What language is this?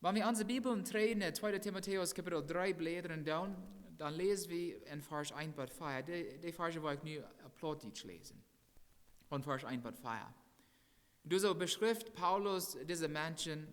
Plautdietsch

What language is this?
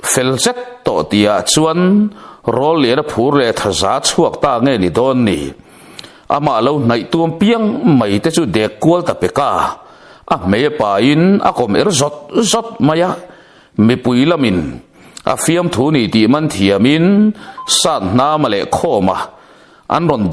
Mizo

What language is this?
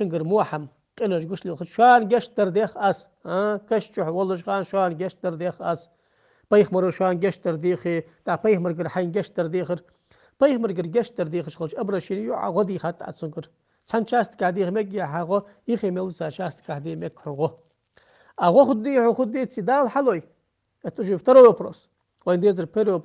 Ingush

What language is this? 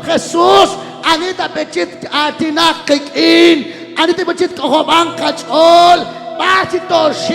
Kekchí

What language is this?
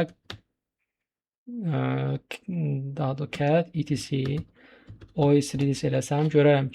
Azerbaijani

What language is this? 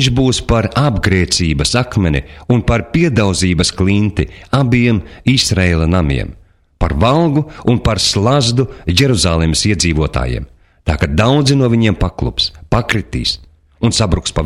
Latvian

